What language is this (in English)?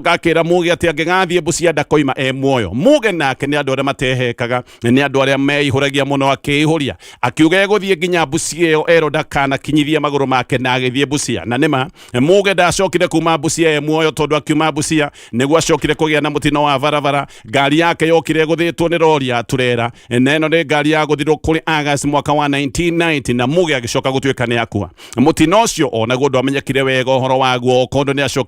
Kikuyu